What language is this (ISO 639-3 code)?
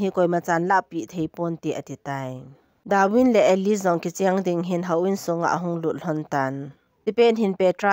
tcz